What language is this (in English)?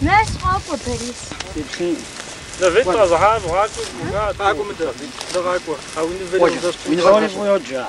Kabardian